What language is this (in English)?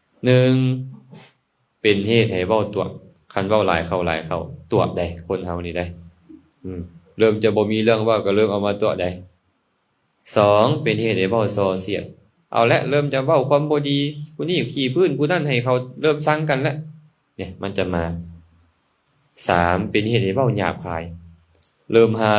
Lao